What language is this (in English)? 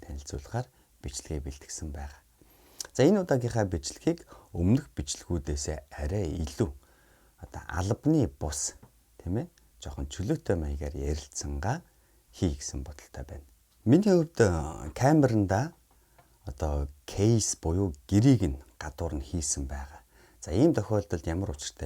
Mongolian